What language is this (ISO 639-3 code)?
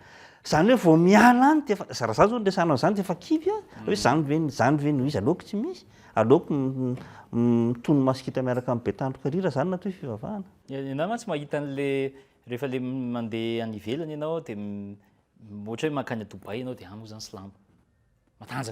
mlg